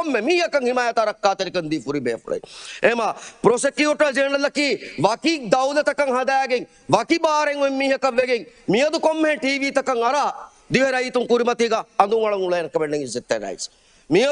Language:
Divehi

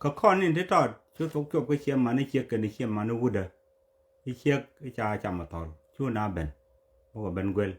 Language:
Nuer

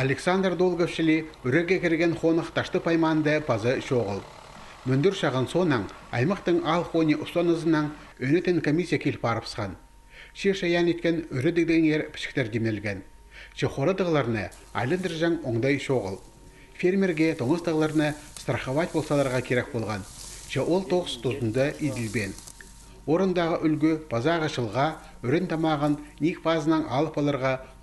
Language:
Khakas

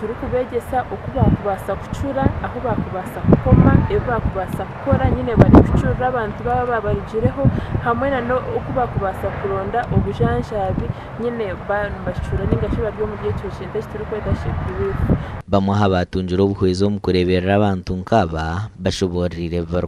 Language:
Nyankole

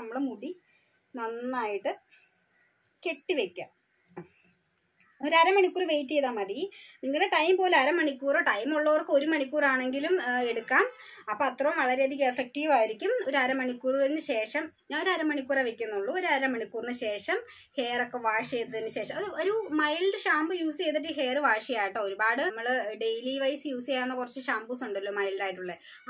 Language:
Malayalam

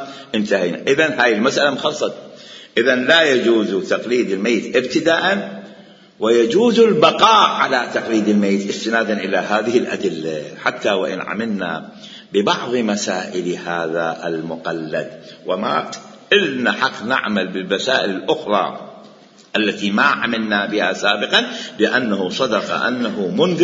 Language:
Mesopotamian Arabic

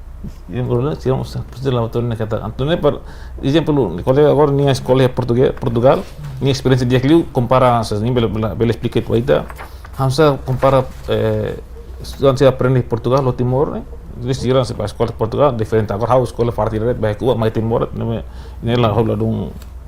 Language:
Tetum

